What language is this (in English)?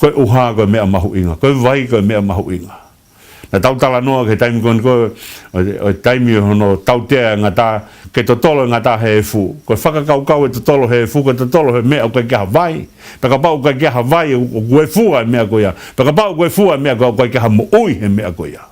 Tongan